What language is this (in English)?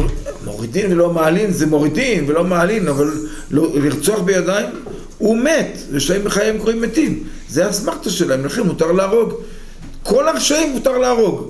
Hebrew